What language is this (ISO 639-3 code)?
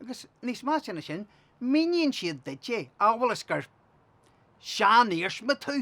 gle